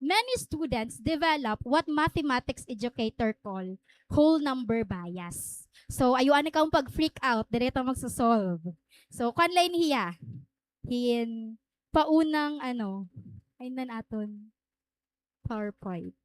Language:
Waray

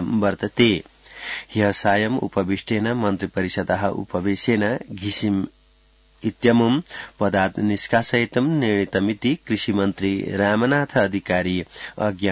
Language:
Sanskrit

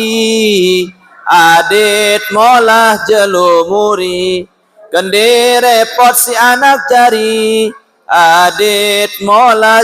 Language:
Sasak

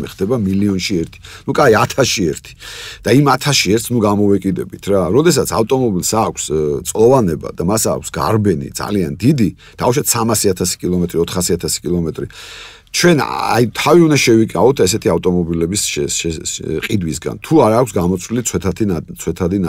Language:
Georgian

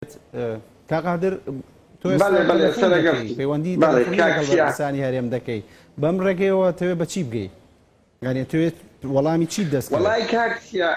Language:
Central Kurdish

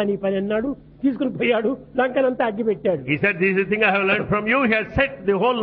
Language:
Telugu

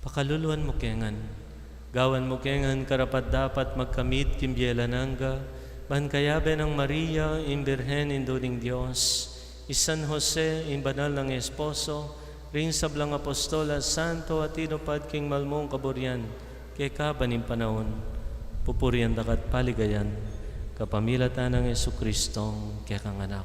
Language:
Pampanga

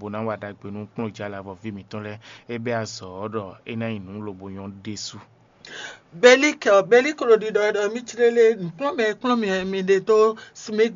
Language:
Fon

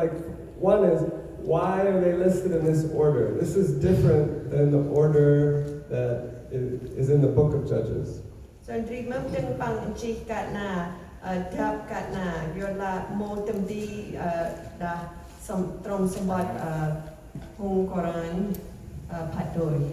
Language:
Central Mnong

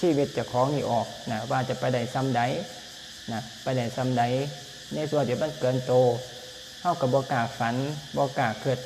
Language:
Lao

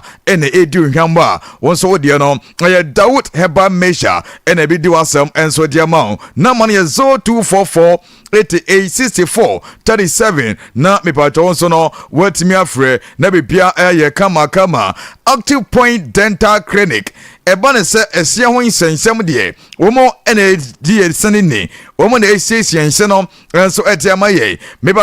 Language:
Akan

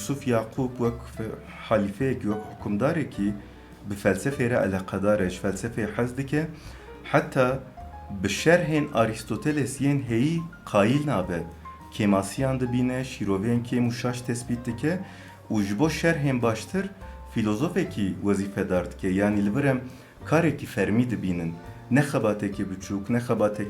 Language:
Kurdish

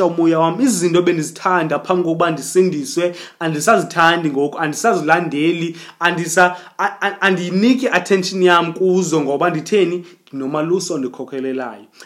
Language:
Xhosa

